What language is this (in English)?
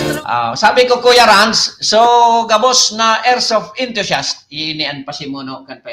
Bikol